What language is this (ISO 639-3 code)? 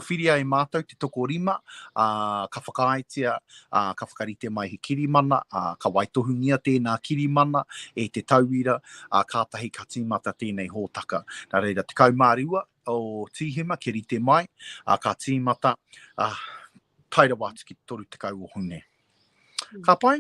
mri